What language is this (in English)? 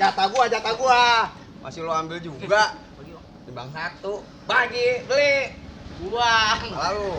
Betawi